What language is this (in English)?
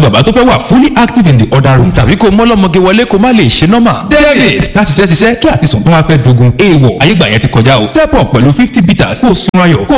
Yoruba